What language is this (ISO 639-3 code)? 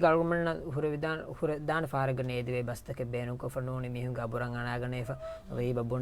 div